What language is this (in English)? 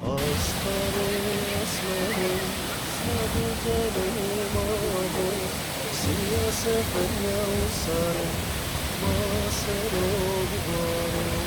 Zaza